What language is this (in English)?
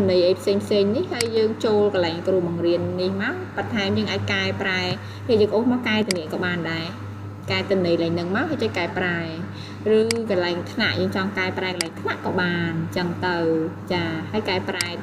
Khmer